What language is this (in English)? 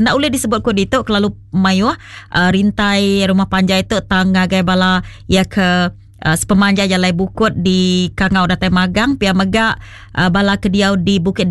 Iban